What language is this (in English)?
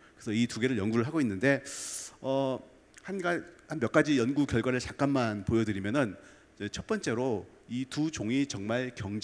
Korean